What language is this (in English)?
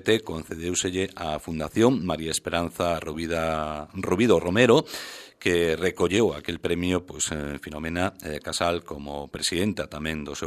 Galician